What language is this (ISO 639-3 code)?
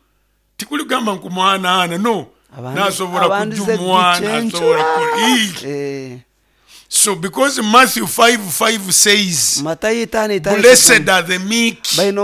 nyo